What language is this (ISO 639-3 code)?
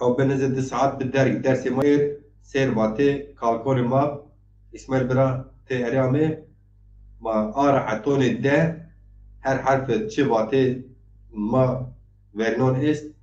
zza